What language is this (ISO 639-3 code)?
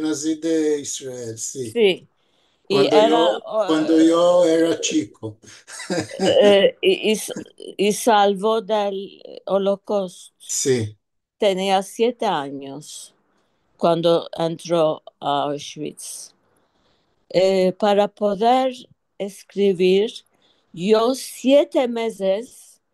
lad